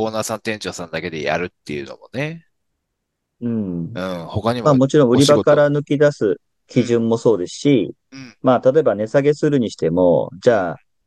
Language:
Japanese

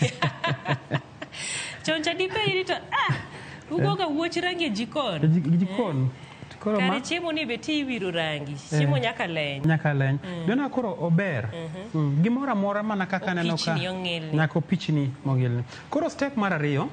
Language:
Luo (Kenya and Tanzania)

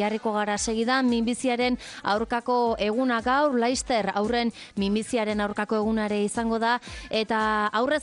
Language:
Basque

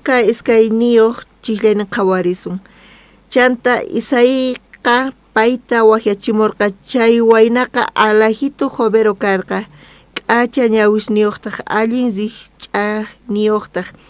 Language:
South Bolivian Quechua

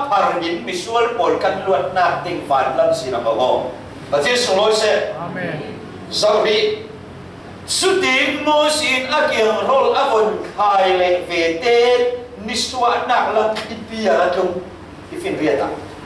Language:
Falam Chin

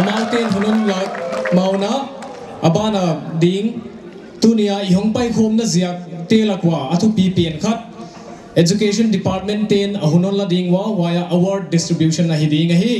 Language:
Paite Chin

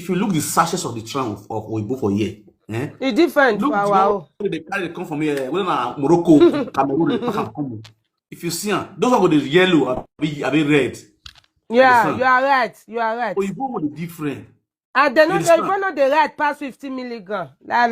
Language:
Nigerian Pidgin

